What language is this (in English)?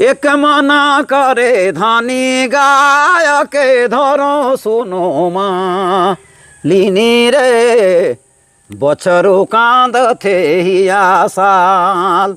Sadri